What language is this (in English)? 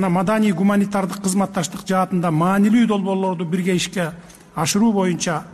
Kyrgyz